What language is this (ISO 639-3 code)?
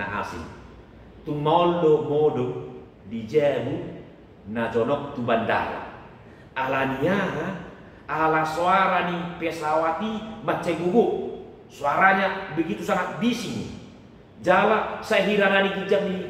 bbc